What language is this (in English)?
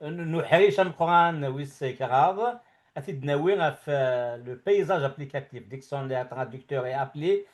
Kabyle